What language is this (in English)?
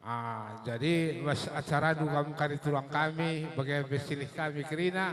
Batak Karo